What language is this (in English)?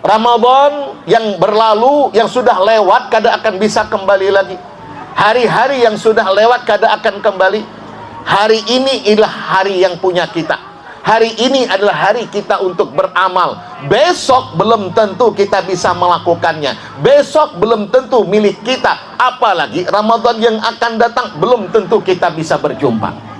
Banjar